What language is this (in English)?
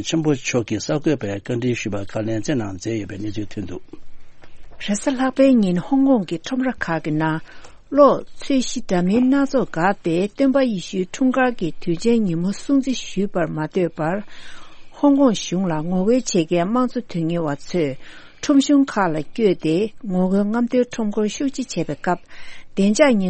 Tibetan